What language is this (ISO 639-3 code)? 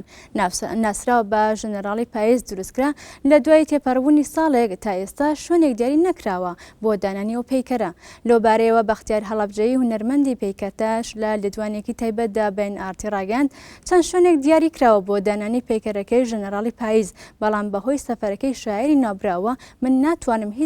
ckb